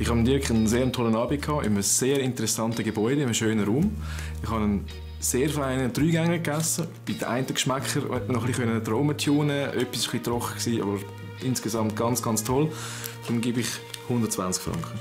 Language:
Swiss German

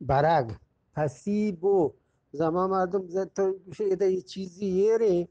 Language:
Eastern Balochi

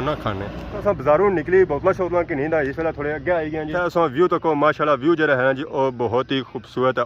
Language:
Pahari-Potwari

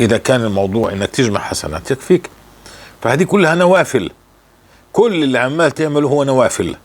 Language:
North Levantine Arabic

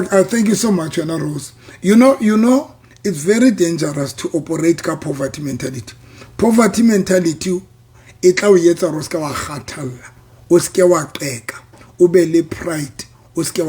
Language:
Southern Sotho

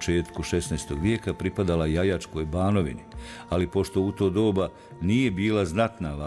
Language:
Bosnian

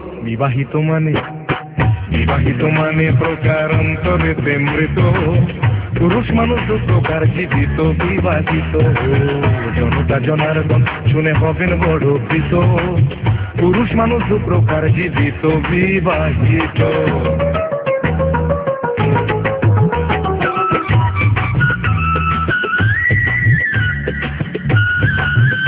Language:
Bangla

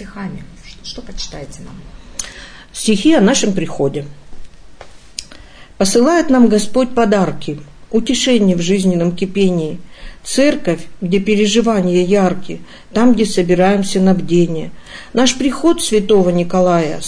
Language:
Russian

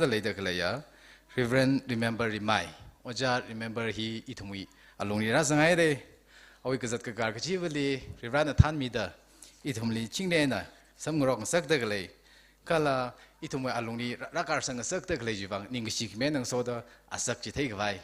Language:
Tangkhul Naga (India)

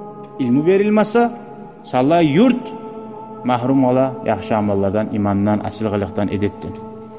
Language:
Kumyk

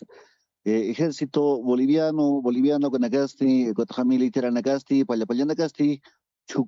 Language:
Aymara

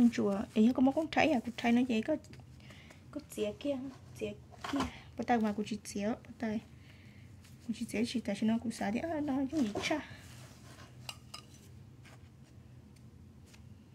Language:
Vietnamese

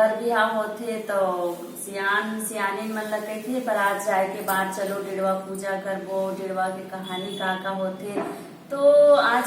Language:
Chhattisgarhi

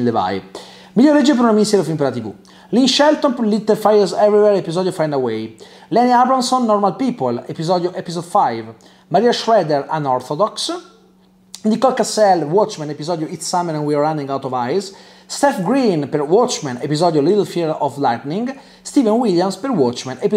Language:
Italian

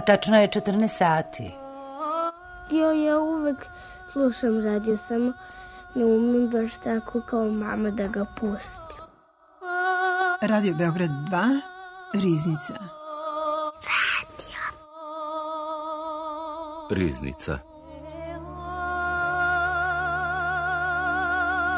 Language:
Serbian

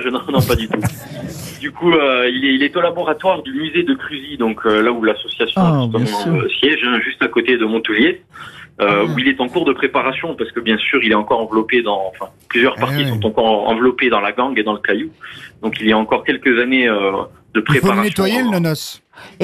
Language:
French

